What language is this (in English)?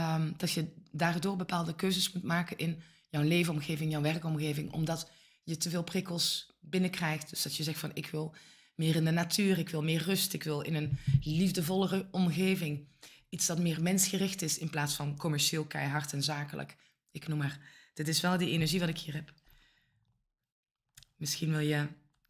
Dutch